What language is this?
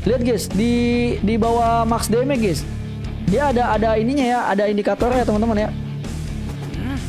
Indonesian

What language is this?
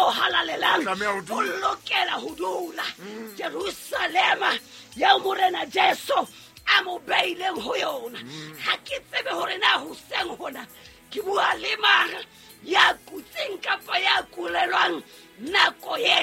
Southern Sotho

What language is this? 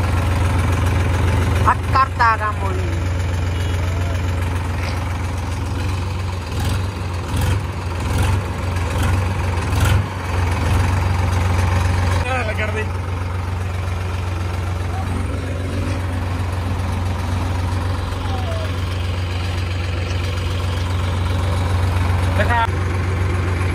Punjabi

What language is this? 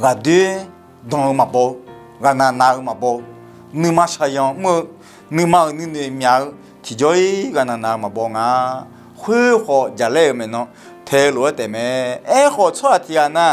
Akha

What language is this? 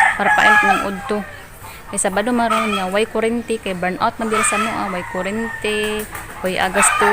Cebuano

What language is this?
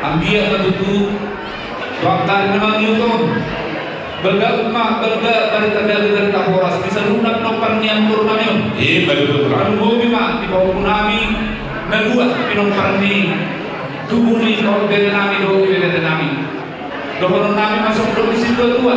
Batak Toba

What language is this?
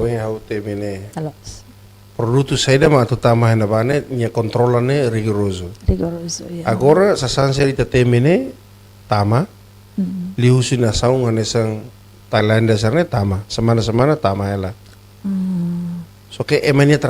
Tetum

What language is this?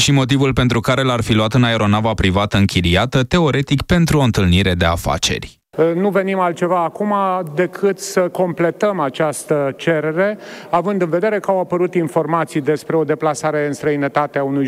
Romanian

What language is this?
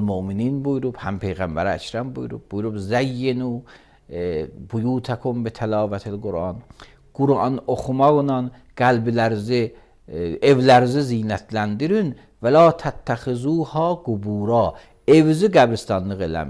Azerbaijani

